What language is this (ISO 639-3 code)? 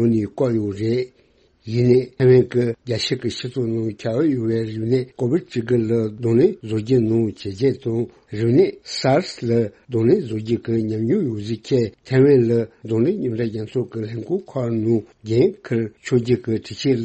bod